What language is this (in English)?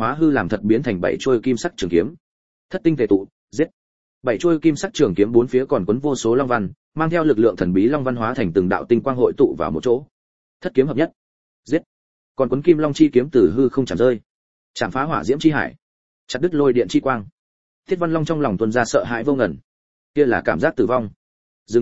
Vietnamese